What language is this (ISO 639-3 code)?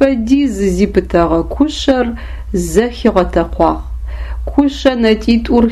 ady